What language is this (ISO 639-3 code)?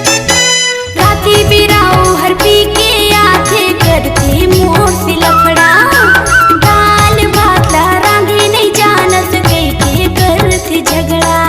hne